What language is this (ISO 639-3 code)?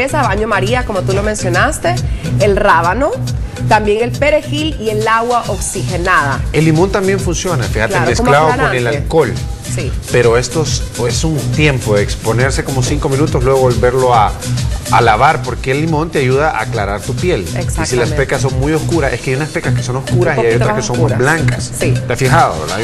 spa